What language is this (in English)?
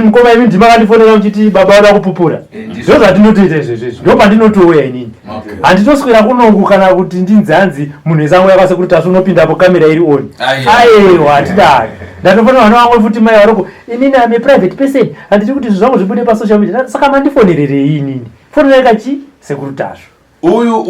Shona